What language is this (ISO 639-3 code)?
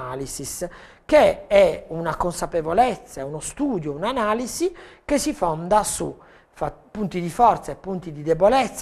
ita